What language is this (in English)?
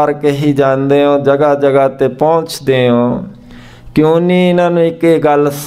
Punjabi